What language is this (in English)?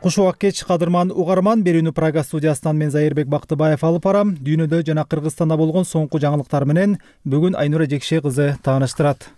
Kyrgyz